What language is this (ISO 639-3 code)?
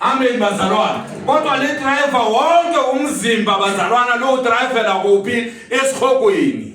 zul